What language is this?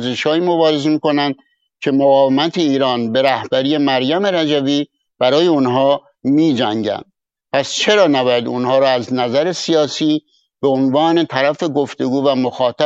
Persian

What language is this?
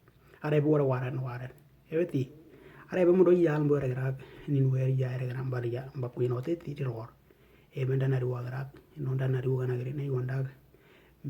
Western Dani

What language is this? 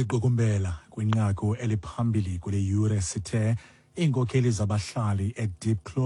Xhosa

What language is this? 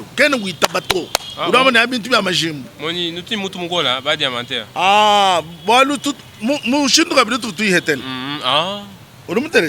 Luba-Lulua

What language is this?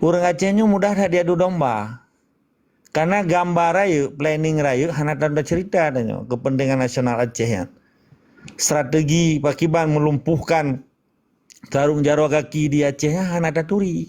Achinese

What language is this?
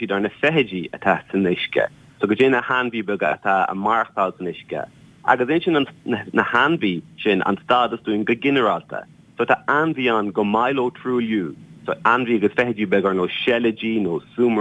Irish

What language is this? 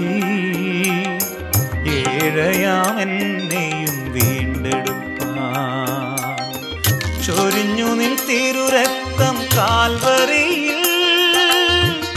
Malayalam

